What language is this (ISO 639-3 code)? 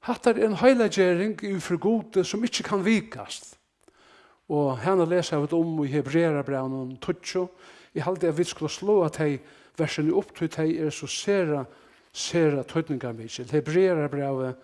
fao